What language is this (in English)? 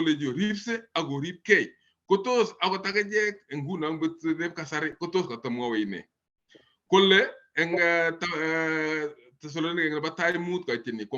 Kalenjin